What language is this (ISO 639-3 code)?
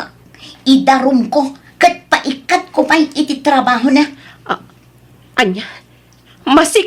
ilo